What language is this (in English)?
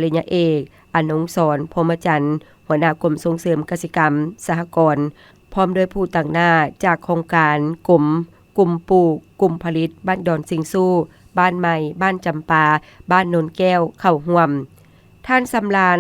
Lao